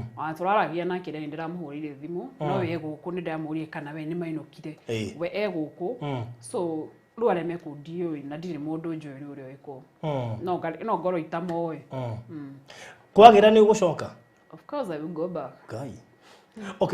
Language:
Kikuyu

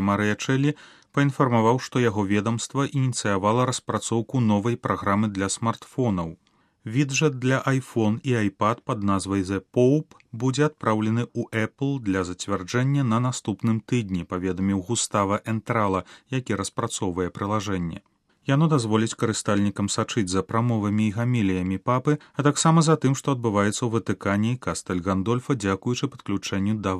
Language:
Belarusian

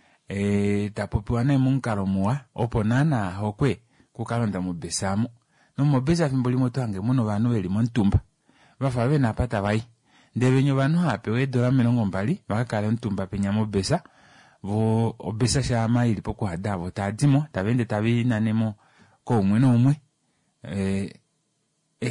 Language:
Kuanyama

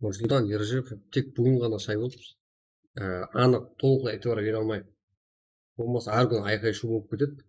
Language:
Kara-Kalpak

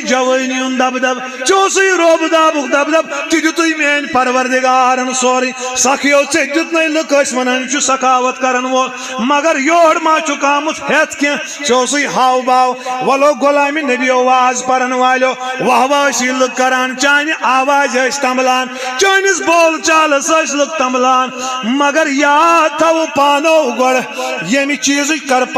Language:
Kashmiri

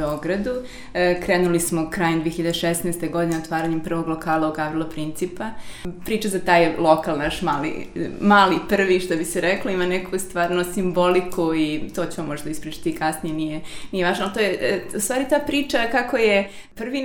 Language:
Serbian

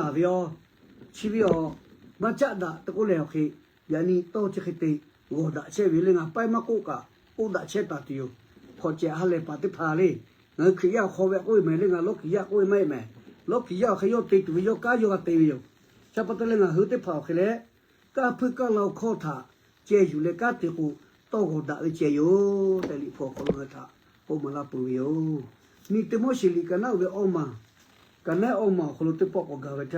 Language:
Lahu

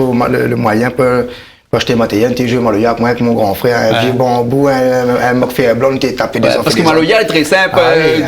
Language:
Réunion Creole French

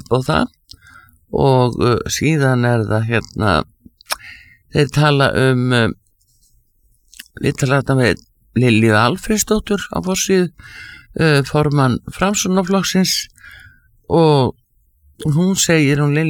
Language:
Icelandic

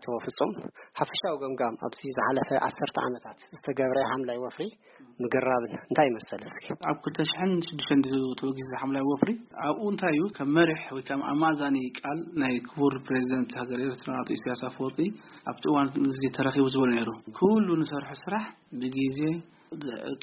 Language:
Tigrinya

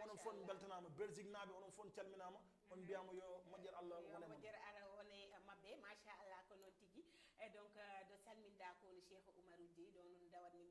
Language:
Fula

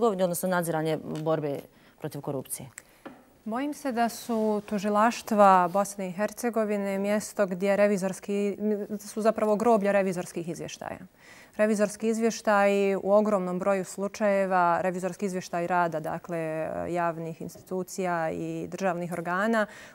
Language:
Bosnian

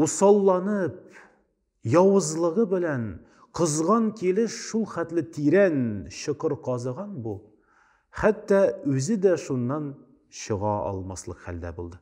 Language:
Tatar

